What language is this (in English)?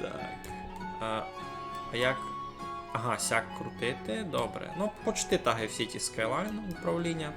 Rusyn